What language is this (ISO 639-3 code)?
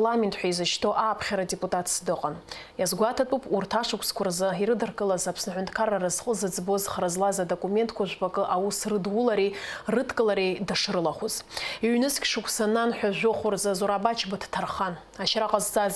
abk